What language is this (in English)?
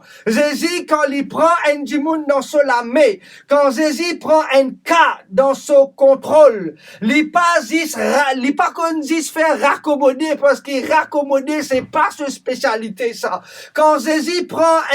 Morisyen